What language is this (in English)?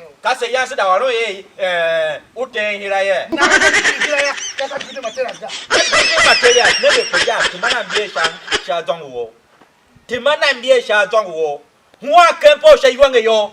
Tiv